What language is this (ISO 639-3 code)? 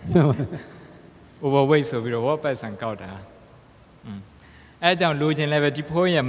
mya